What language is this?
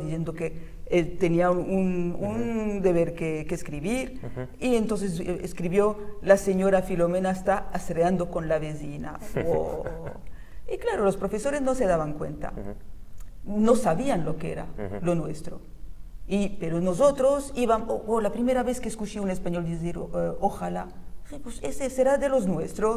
Ladino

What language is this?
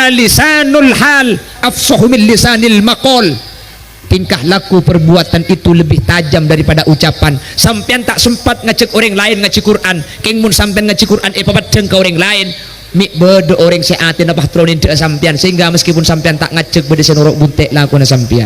Madurese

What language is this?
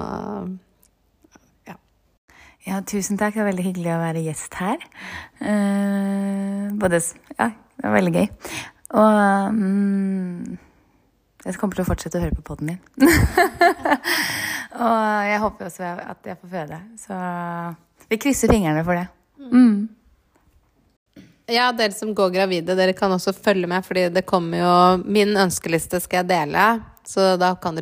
Norwegian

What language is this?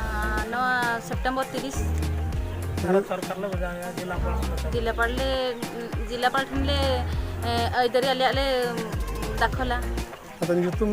Santali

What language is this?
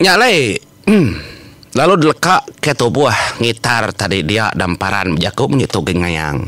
Iban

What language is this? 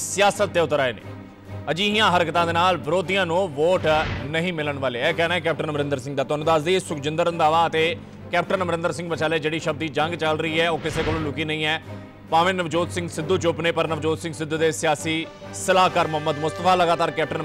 Punjabi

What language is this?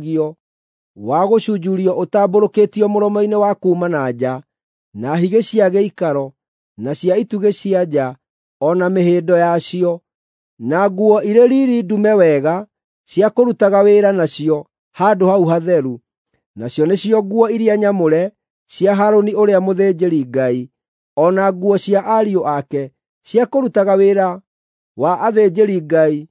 Kikuyu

